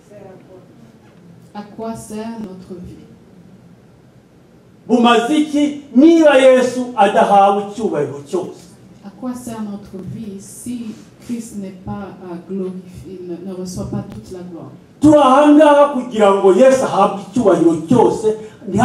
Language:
Kinyarwanda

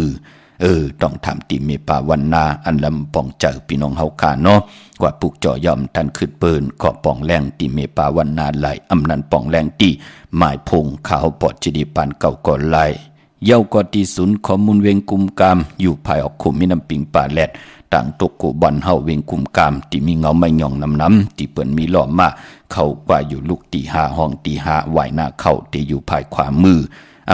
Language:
Shan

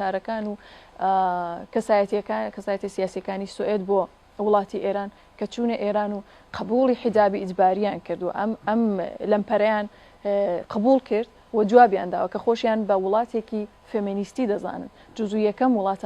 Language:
Central Kurdish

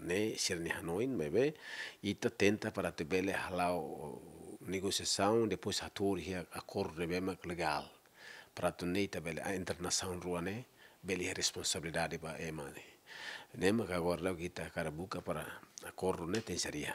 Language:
Tetum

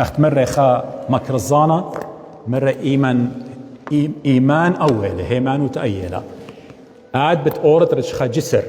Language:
Assyrian Neo-Aramaic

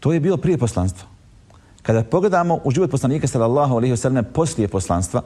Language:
Bosnian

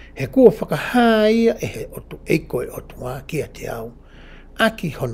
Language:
Tongan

